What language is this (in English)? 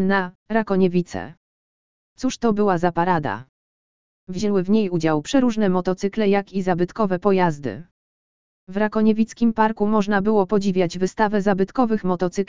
Polish